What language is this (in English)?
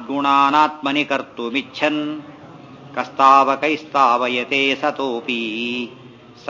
Kannada